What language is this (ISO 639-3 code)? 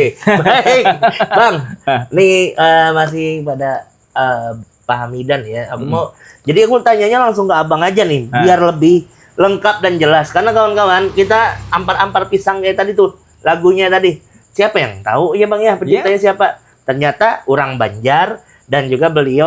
bjn